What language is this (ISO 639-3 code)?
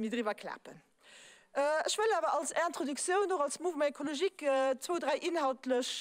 ltz